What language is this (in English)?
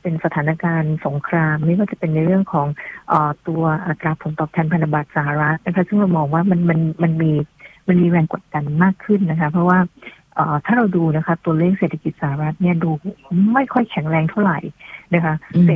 Thai